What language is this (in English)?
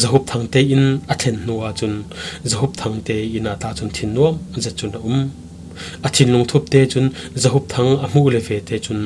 Falam Chin